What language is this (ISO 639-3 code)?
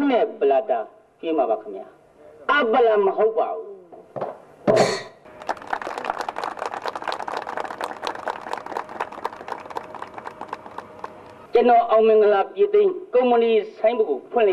mya